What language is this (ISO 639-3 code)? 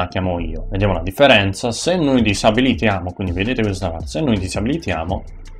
ita